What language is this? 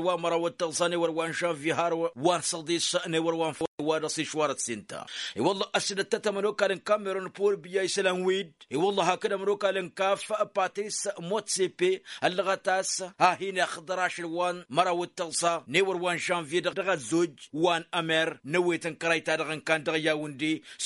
Tamasheq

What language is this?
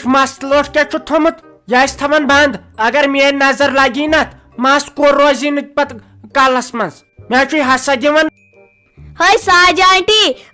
Kashmiri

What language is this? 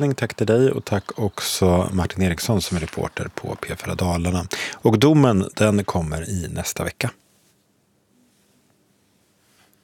Swedish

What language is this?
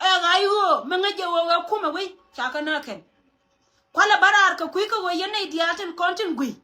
Nuer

